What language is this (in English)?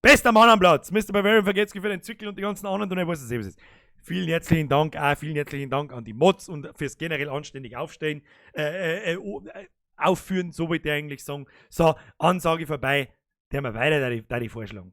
Bavarian